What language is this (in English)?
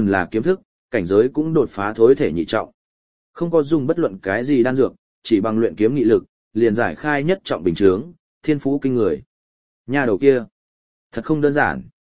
Vietnamese